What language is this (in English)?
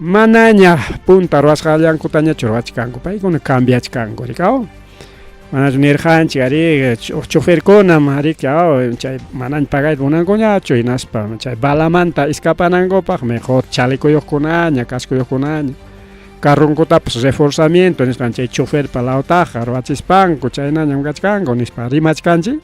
Ayacucho Quechua